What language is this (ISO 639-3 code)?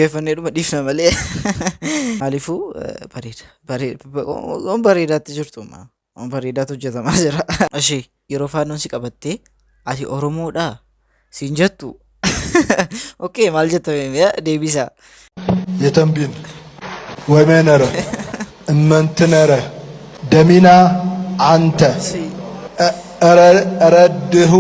orm